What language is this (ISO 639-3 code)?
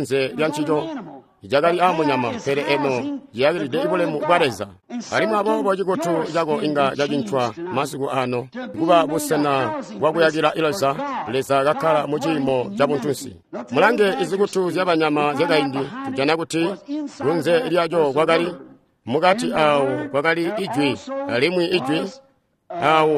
toi